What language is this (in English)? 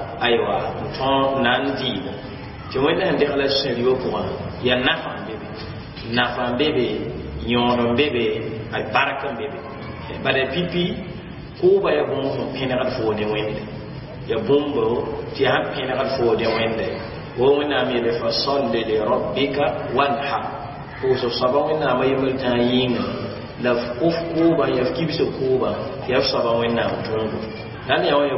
Mossi